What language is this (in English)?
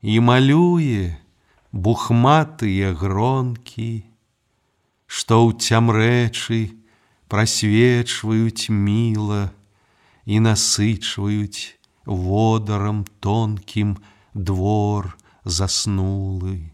Belarusian